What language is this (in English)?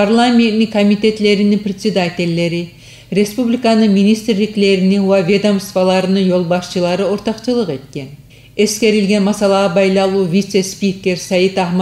Kumyk